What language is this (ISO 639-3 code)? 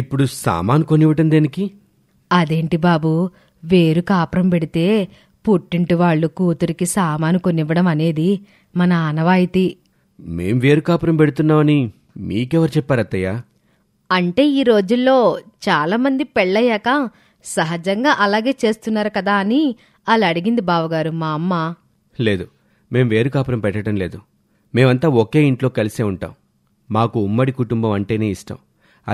tel